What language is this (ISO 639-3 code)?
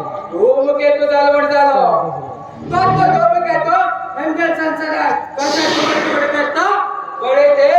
kok